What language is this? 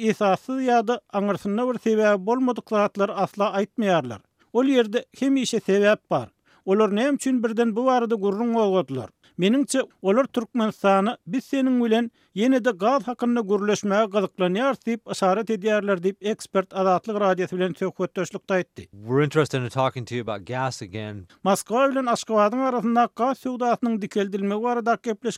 Turkmen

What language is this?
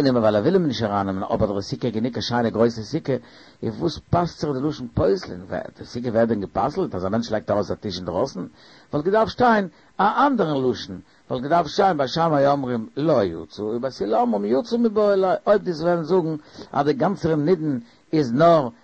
Yiddish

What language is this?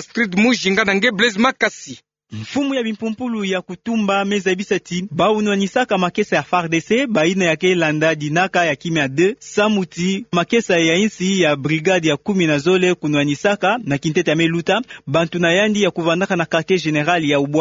Kituba (Democratic Republic of Congo)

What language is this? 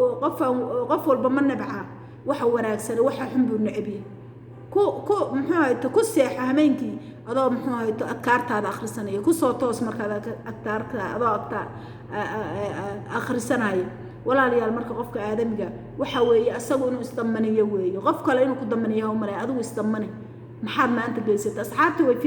Somali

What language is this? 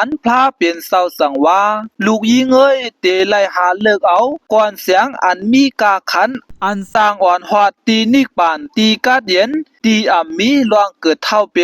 Shan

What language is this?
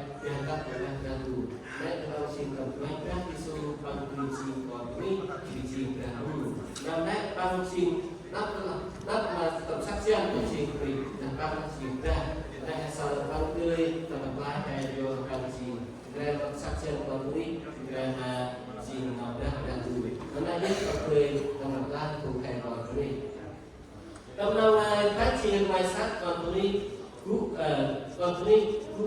Central Mnong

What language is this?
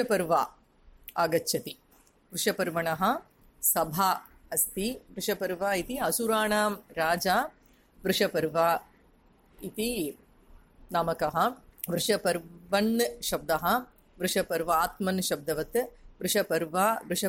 Sanskrit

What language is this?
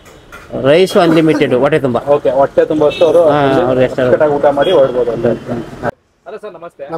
Kannada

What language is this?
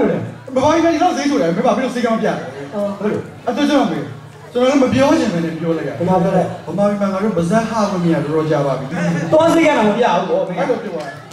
Burmese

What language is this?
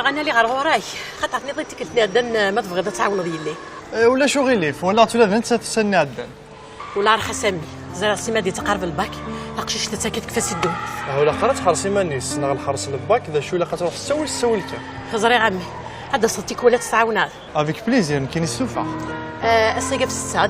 Kabyle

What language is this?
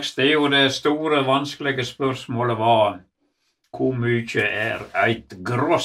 Norwegian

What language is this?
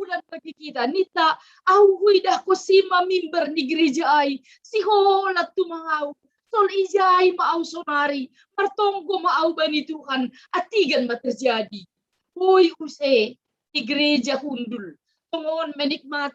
Batak Simalungun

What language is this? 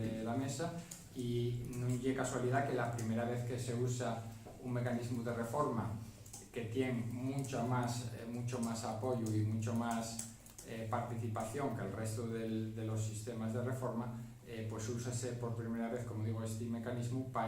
Asturian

